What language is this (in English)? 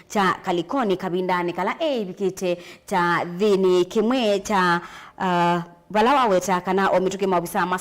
Kamba